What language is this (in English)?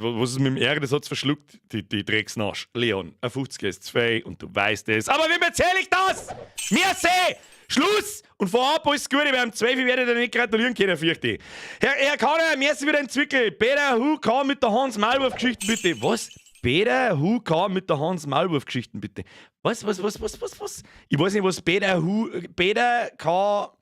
Bavarian